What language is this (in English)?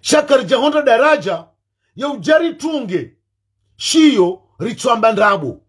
Ngazidja Comorian